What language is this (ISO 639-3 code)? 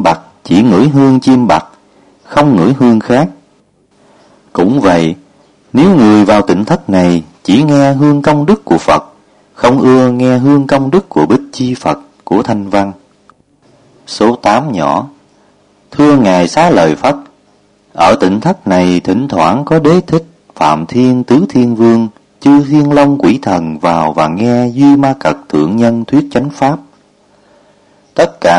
vie